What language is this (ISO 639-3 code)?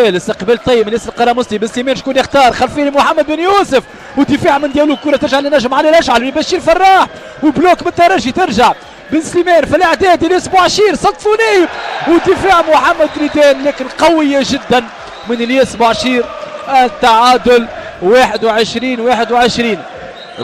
aeb